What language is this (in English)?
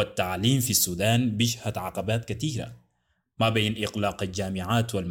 Sudanese Arabic